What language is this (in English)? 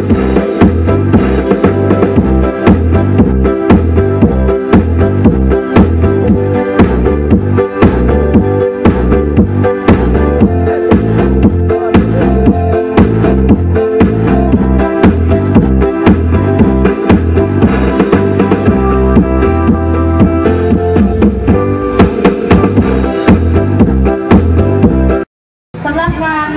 Hmong